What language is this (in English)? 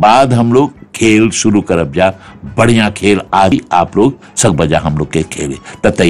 Bhojpuri